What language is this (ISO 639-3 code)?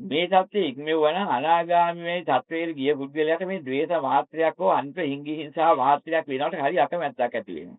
sin